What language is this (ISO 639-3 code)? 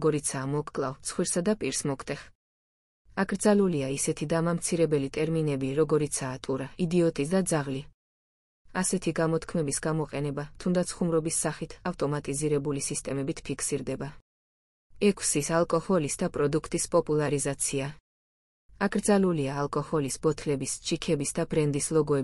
kat